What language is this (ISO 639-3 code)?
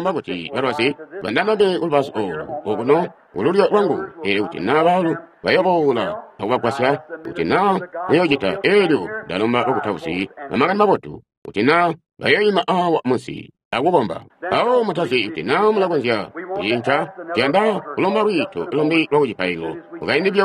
toi